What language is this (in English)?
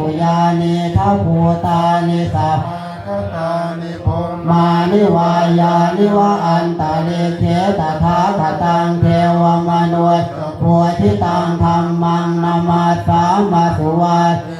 Pali